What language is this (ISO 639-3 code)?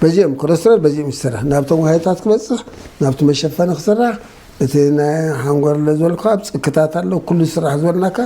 tir